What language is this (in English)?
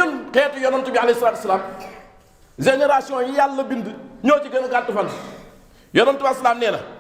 Wolof